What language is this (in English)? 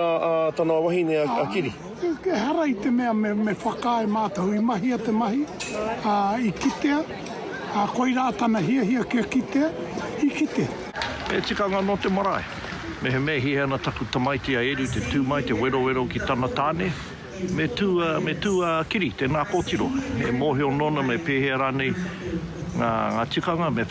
Māori